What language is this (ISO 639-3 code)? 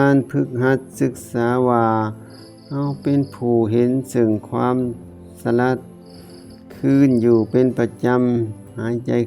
lao